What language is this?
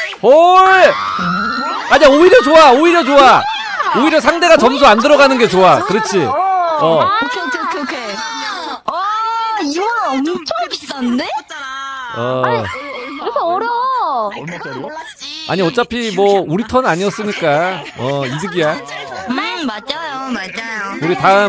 Korean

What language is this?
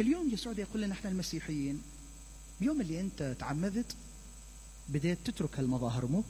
Mesopotamian Arabic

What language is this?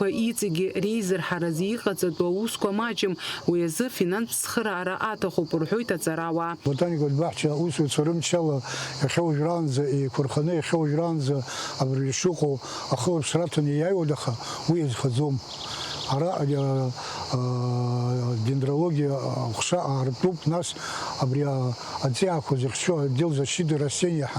Abkhazian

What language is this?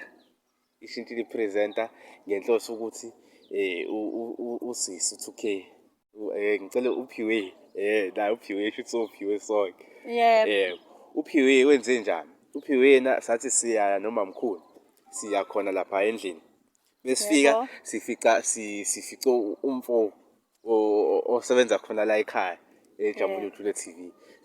Zulu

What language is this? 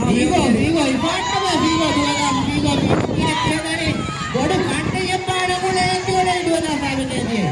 Divehi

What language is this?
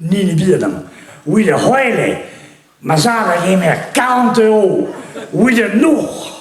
Breton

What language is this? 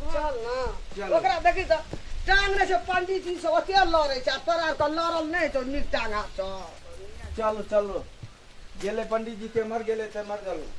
Maithili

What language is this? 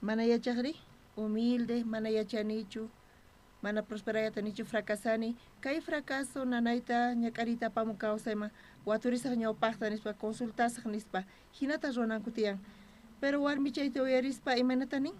South Bolivian Quechua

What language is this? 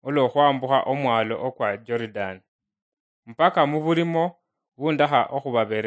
Luyia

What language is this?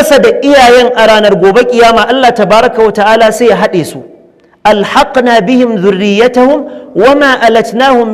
Hausa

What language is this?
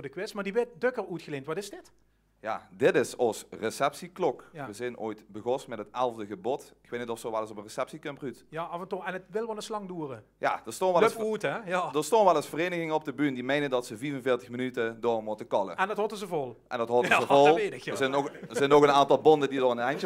Limburgish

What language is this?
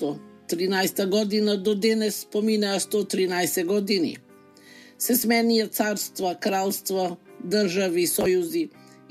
Macedonian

